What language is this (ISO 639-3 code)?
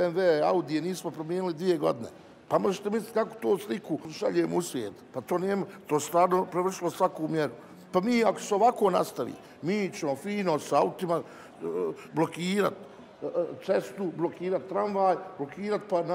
bos